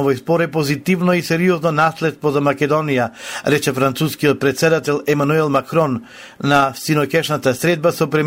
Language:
Macedonian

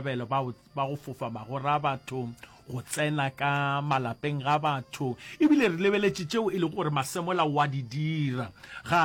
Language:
Northern Sotho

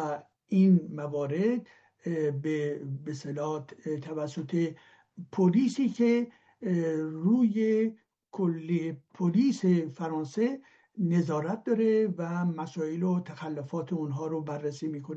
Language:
Persian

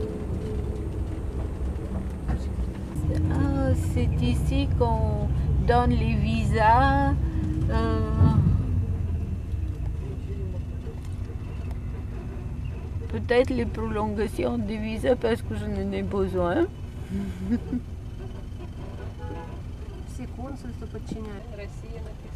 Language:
French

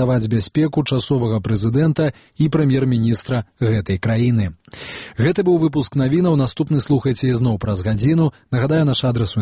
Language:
Belarusian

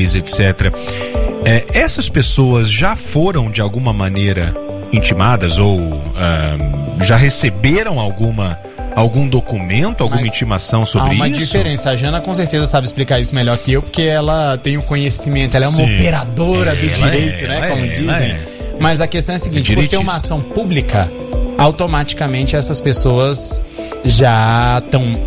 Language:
Portuguese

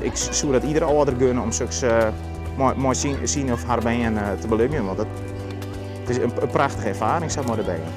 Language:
Western Frisian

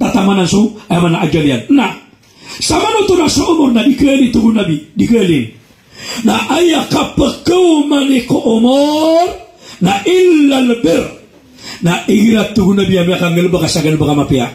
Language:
Maranao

